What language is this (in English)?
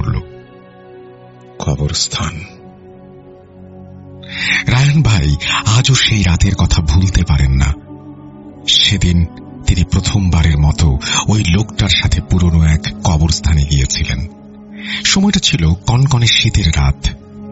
Bangla